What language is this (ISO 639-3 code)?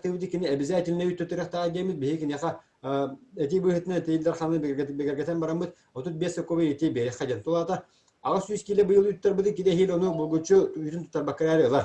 sah